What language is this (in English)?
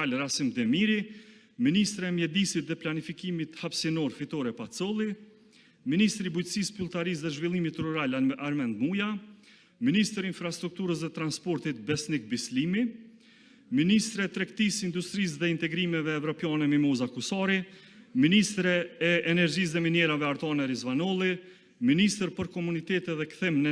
Albanian